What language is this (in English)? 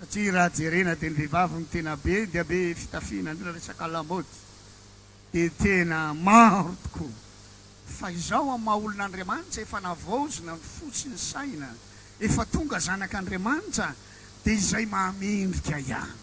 Malagasy